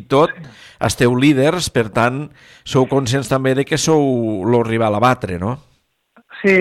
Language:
Catalan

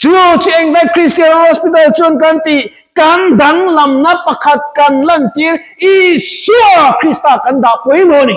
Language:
Mizo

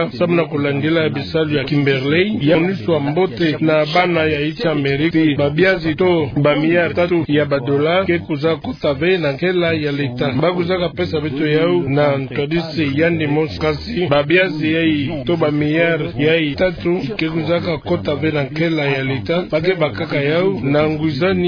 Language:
Kituba (Democratic Republic of Congo)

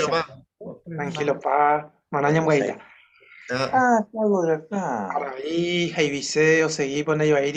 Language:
Guarani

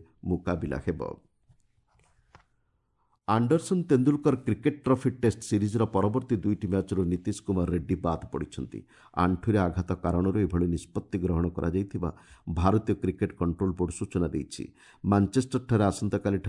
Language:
Odia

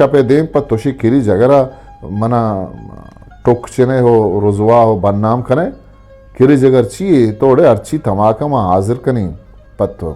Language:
Eastern Balochi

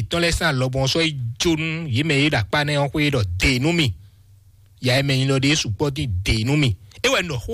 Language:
Fon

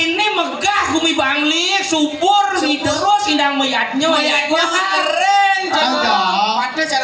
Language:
Balinese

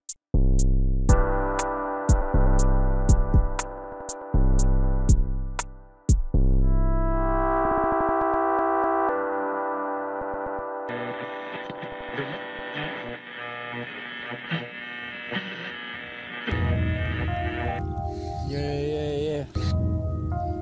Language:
Spanish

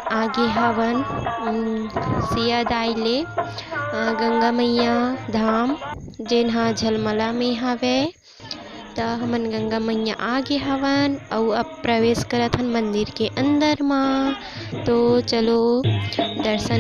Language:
Chhattisgarhi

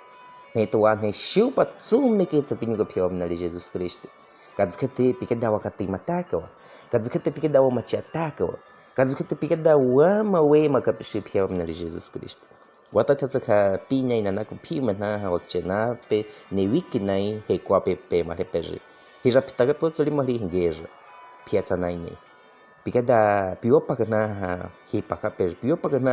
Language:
Baniwa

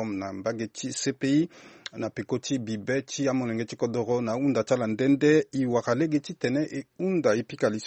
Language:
Sango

